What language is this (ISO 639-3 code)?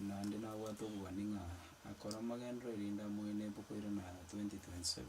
guz